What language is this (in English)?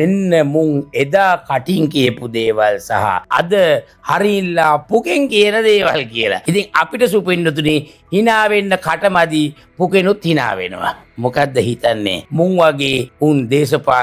Sinhala